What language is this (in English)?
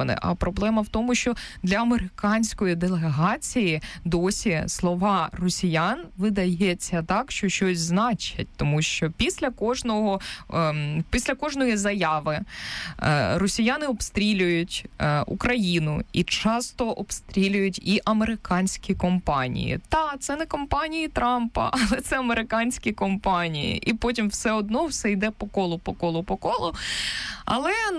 Ukrainian